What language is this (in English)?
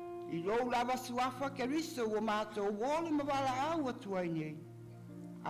Samoan